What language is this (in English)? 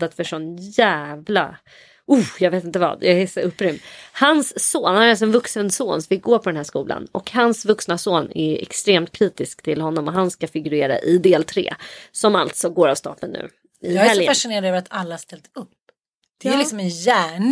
Swedish